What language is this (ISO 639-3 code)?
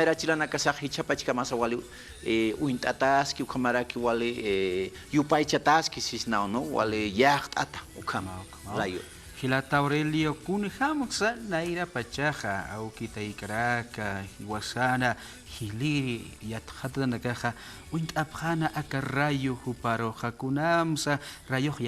aym